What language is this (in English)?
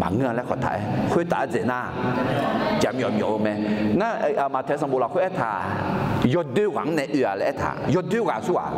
Akha